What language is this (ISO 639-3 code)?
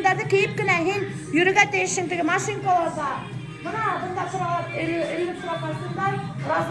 bak